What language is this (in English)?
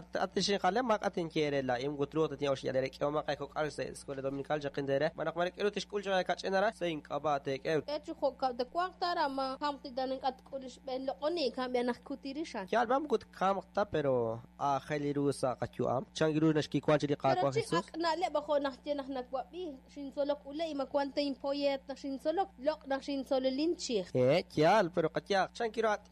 Kekchí